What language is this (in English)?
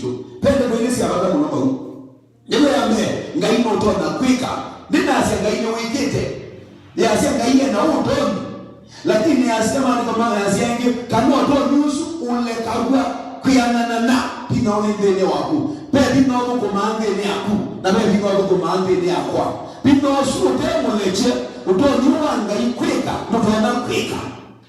Kamba